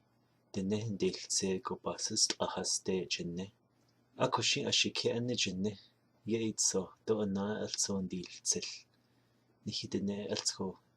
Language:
Navajo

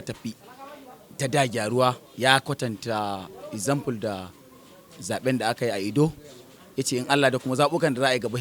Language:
Hausa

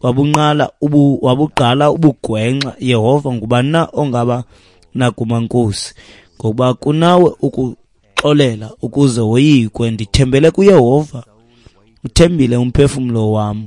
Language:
Xhosa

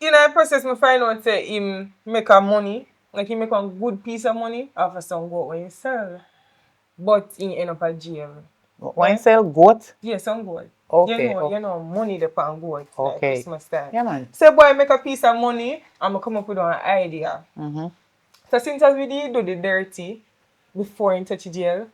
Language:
Jamaican Creole English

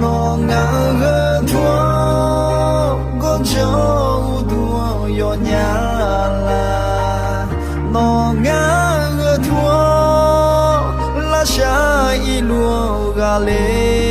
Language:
Akha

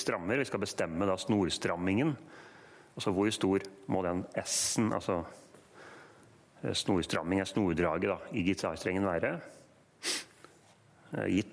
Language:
Norwegian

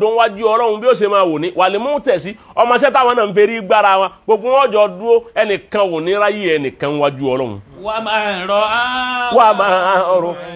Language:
Yoruba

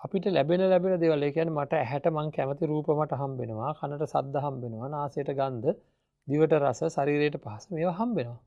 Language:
Sinhala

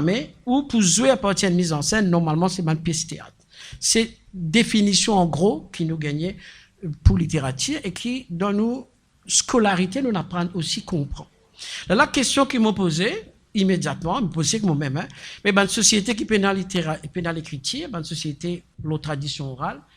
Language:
Morisyen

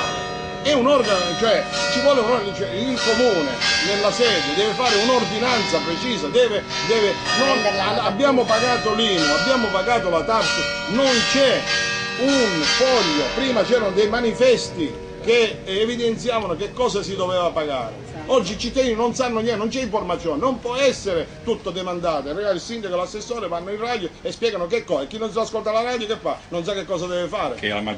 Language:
Italian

